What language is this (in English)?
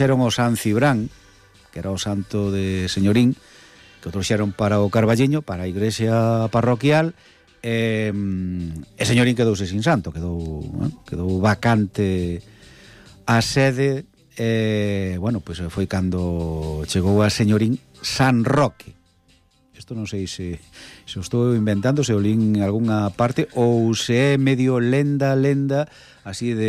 Galician